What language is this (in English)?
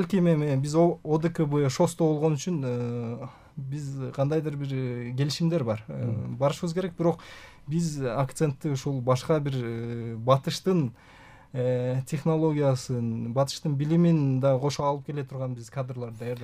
Kyrgyz